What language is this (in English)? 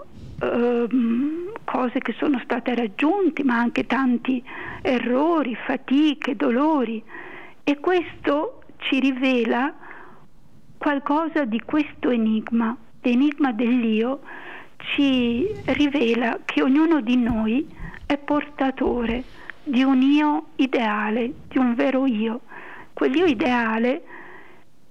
Italian